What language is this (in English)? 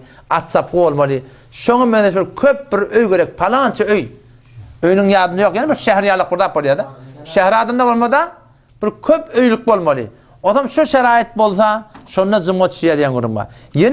Turkmen